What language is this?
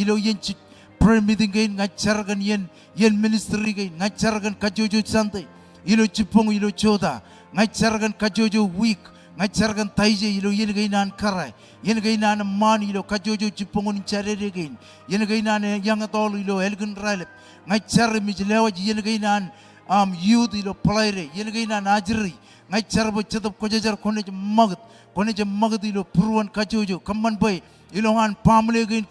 Marshallese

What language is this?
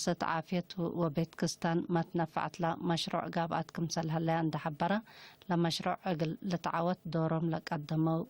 Tigre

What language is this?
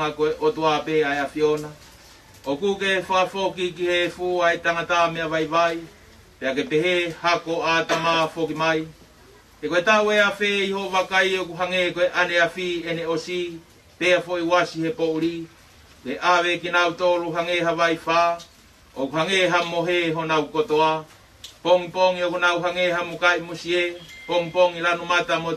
Tongan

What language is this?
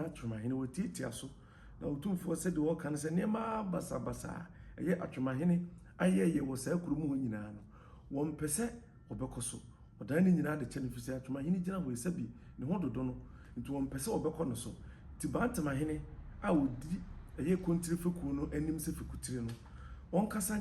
Akan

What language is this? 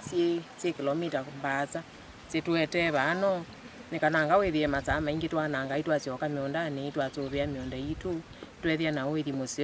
Kamba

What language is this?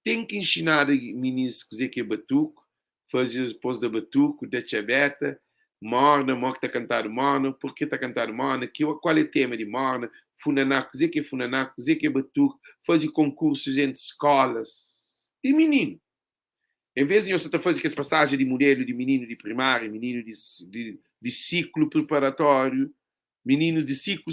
Kabuverdianu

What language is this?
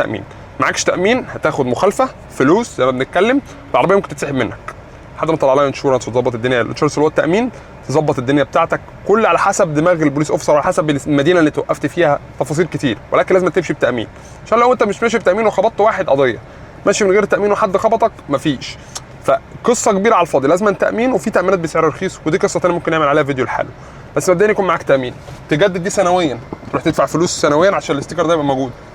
Egyptian Arabic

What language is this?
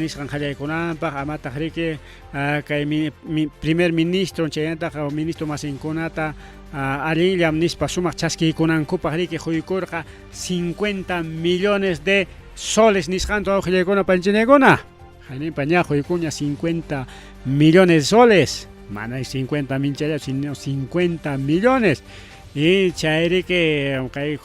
Ayacucho Quechua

